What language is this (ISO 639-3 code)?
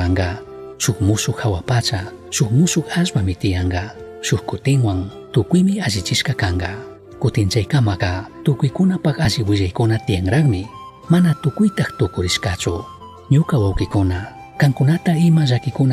qug